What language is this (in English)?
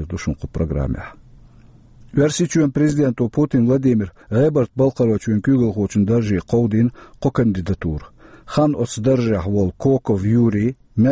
Chechen